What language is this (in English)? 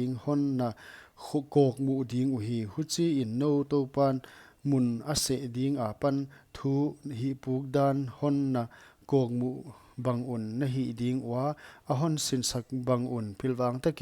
Paite Chin